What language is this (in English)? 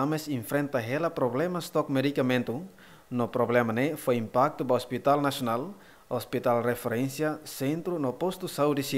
Tetum